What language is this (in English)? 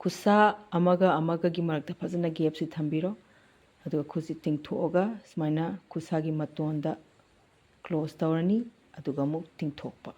Manipuri